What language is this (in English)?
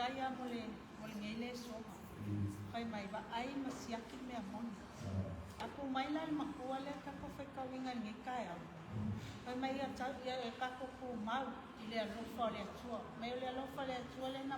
Samoan